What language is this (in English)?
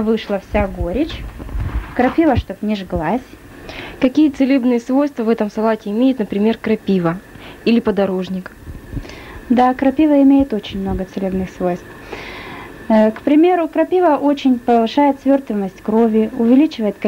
Russian